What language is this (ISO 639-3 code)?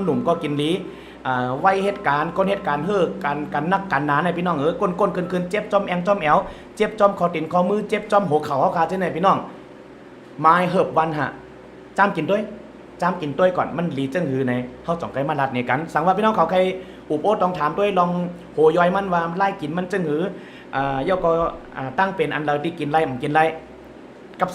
shn